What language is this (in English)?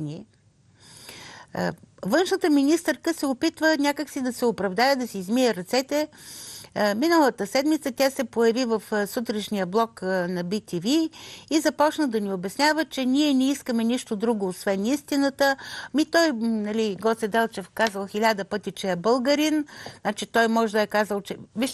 Bulgarian